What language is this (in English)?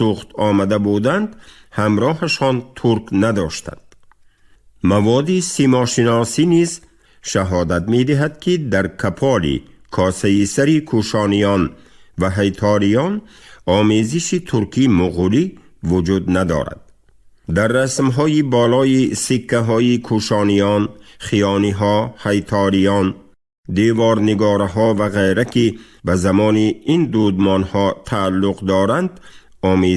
Tajik